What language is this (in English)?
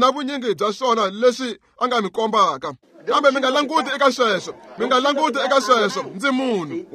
Tsonga